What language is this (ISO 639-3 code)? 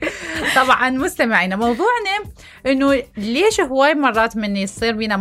acm